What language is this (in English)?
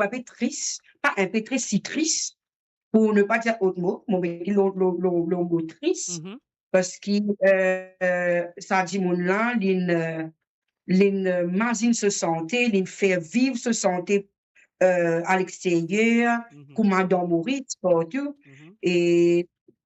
Morisyen